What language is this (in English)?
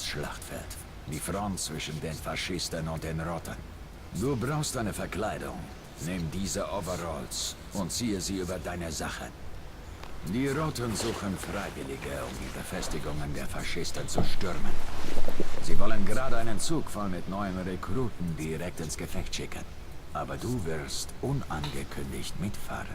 Swiss German